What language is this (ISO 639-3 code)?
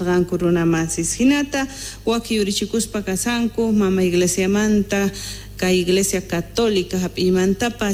quh